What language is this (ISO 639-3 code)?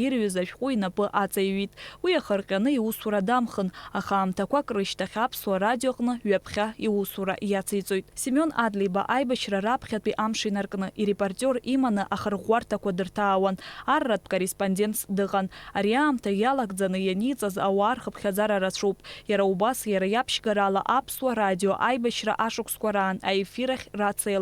abk